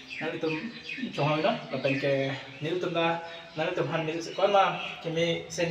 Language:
Karbi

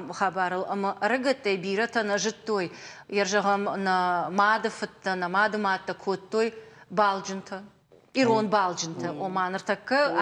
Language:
Ossetic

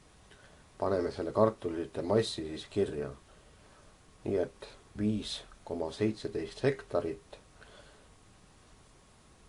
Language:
Estonian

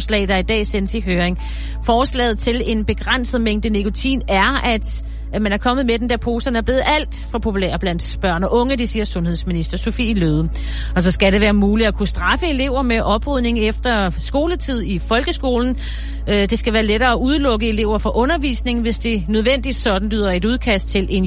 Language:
Danish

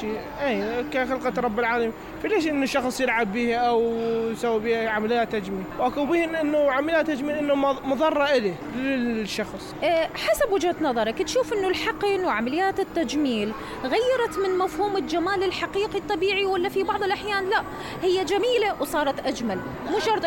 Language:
Mesopotamian Arabic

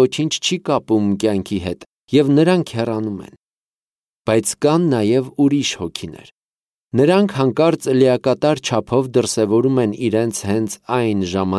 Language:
Armenian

